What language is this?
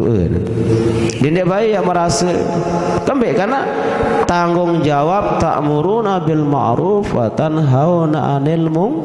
Sasak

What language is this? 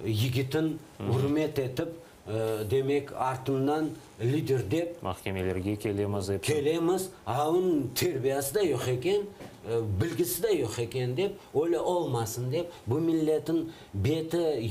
Crimean Tatar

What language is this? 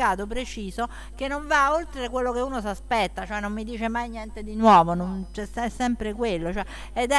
Italian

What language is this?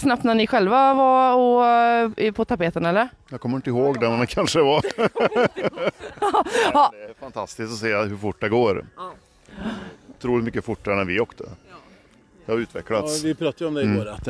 Swedish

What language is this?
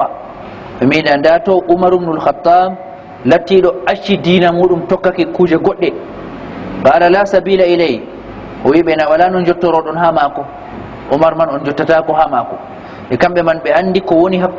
Fula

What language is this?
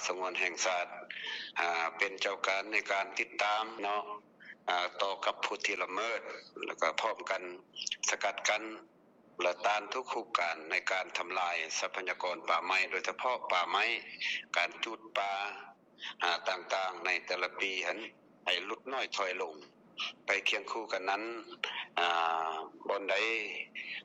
Lao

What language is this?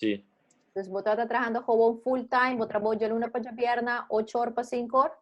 Papiamento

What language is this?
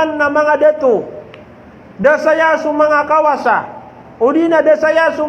Maranao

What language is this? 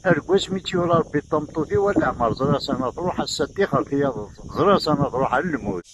Kabyle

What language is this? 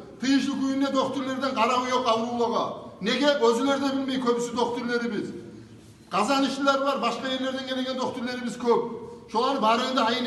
Kumyk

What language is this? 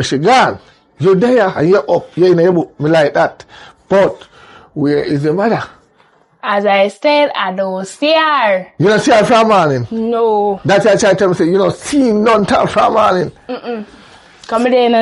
Jamaican Creole English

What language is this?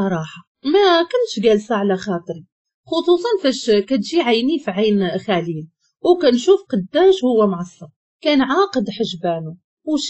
Moroccan Arabic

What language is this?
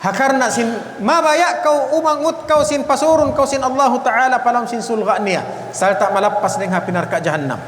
Tausug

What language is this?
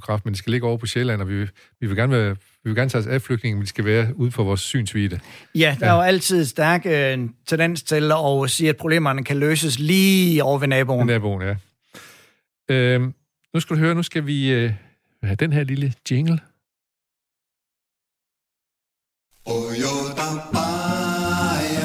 Danish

